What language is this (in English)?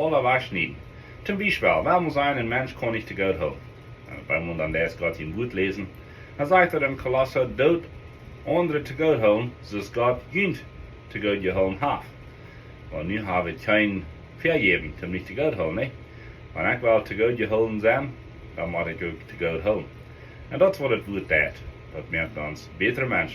Plautdietsch